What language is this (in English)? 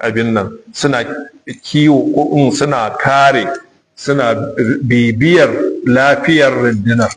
Hausa